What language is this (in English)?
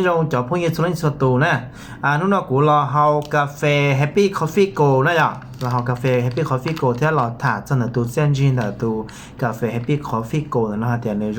Hmong